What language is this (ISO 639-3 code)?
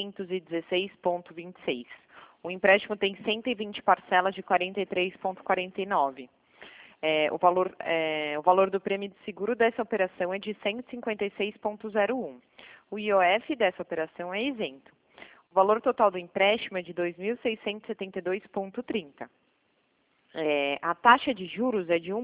por